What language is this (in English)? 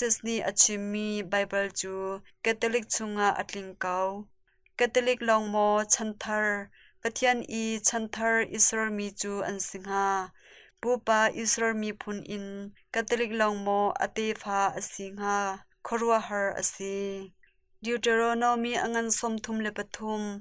Hakha Chin